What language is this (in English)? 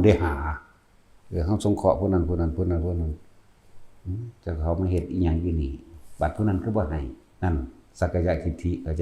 Northeastern Thai